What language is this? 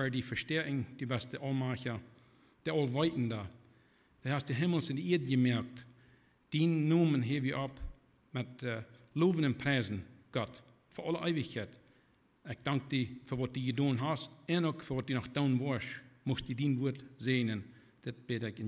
Plautdietsch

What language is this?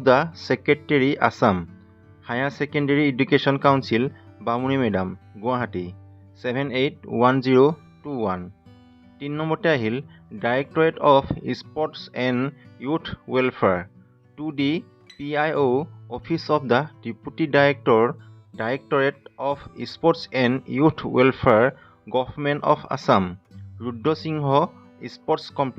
Assamese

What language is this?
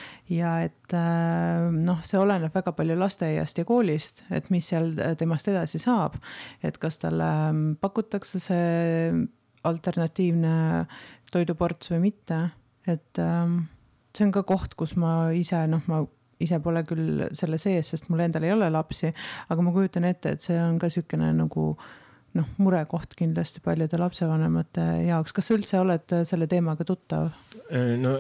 Estonian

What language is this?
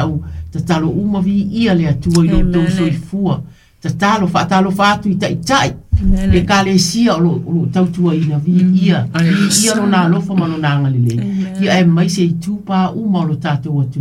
Samoan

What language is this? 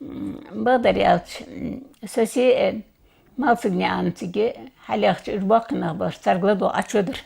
Ingush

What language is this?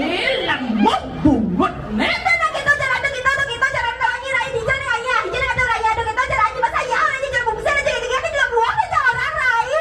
Balinese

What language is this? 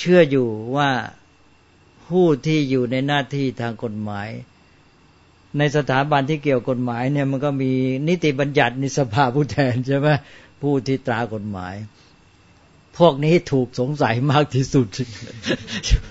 Thai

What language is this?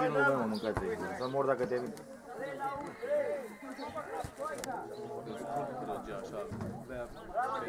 Romanian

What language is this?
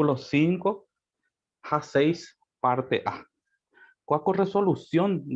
Guarani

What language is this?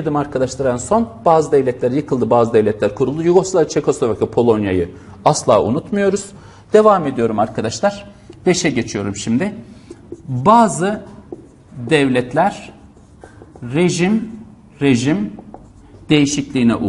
Turkish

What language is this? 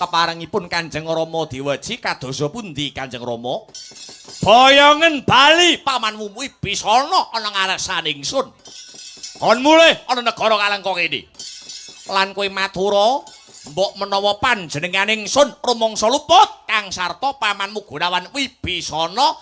Javanese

